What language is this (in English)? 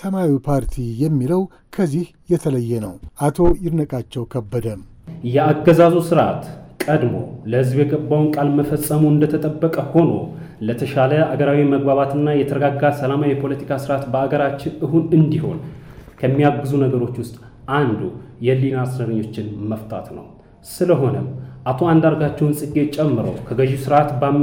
Amharic